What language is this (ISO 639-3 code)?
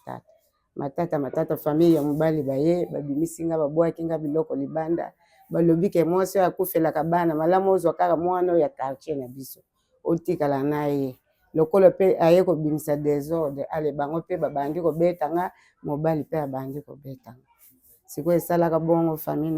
lin